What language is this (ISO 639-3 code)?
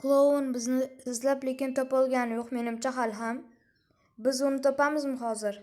uzb